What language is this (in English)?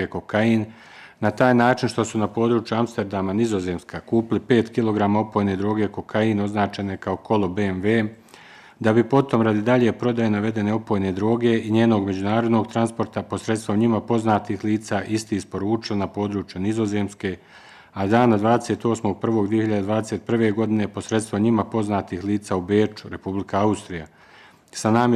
Bosnian